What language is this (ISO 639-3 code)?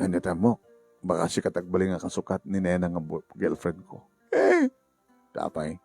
ilo